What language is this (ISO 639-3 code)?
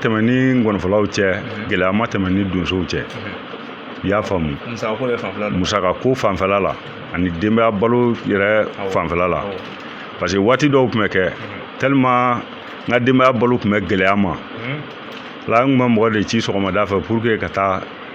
bam